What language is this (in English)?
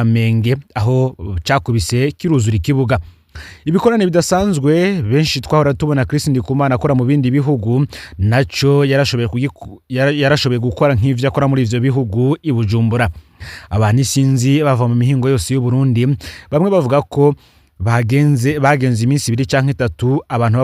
Rundi